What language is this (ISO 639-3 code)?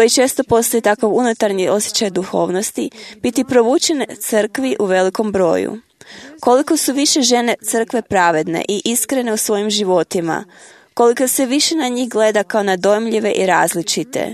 hrv